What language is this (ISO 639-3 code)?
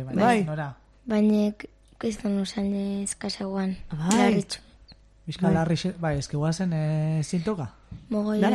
eus